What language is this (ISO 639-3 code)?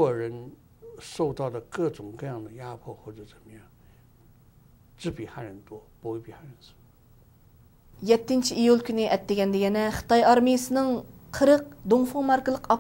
uig